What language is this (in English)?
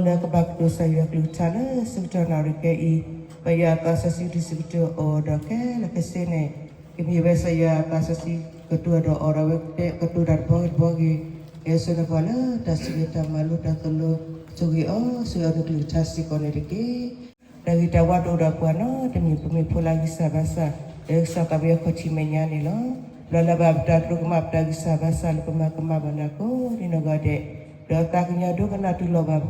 S'gaw Karen